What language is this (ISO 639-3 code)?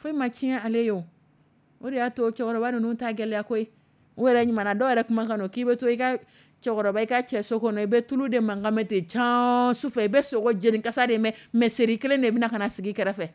dyu